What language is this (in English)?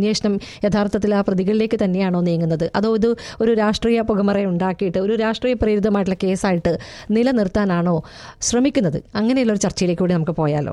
Malayalam